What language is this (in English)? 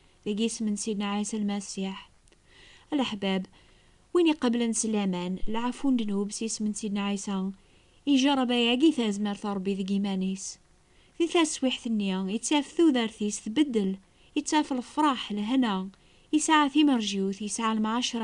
Kabyle